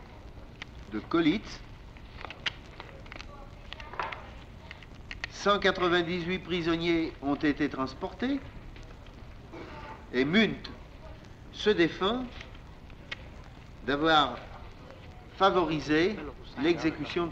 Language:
French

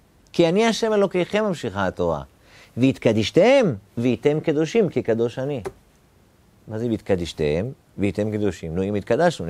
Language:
Hebrew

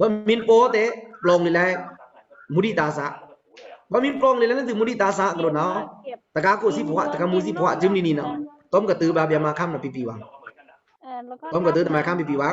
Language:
Pa'o Karen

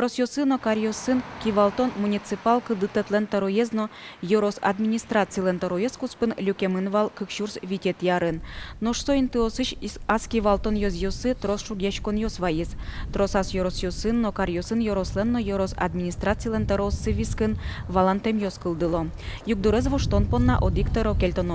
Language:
Udmurt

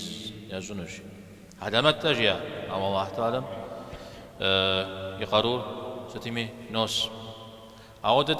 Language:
Kabardian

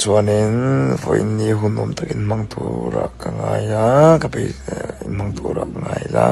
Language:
Mizo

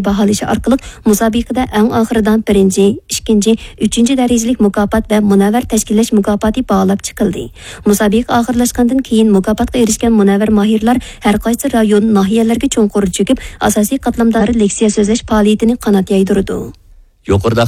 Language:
Uyghur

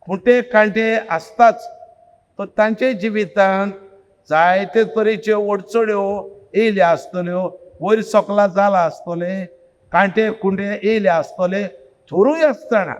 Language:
Konkani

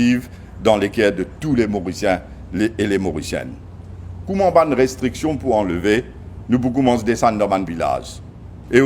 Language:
Morisyen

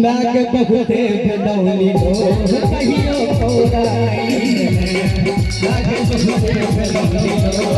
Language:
Maithili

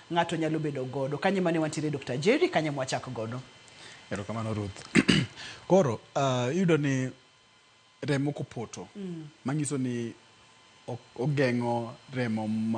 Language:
Luo (Kenya and Tanzania)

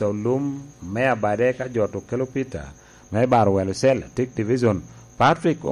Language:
Lango (Uganda)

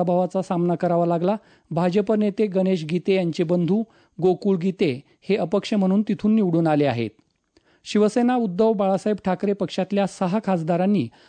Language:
Marathi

